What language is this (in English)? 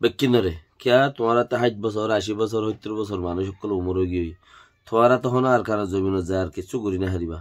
Rohingya